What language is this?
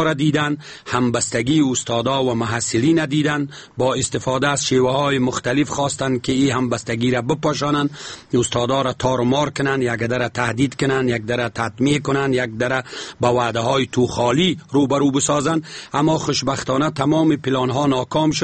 Persian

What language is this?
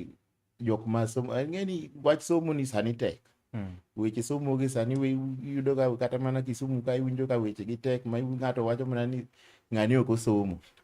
Luo (Kenya and Tanzania)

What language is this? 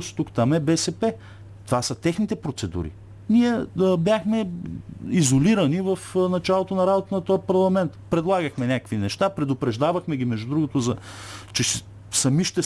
Bulgarian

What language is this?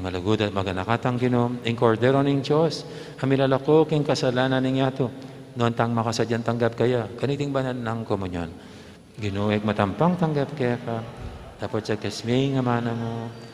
Pampanga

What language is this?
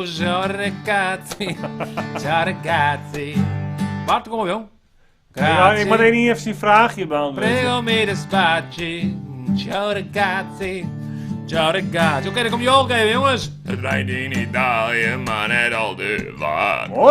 Western Frisian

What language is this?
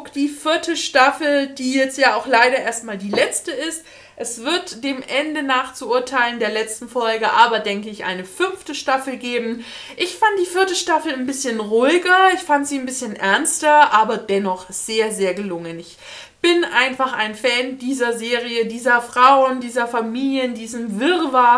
German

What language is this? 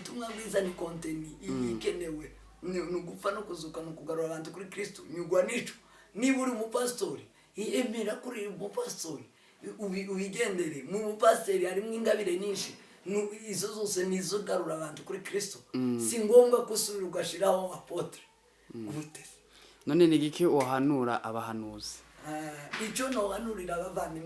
Rundi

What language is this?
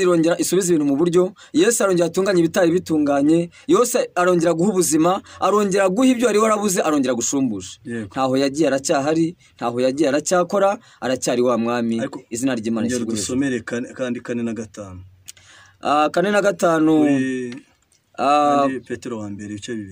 Kinyarwanda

